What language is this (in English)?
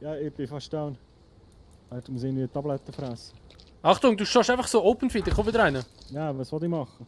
Swiss German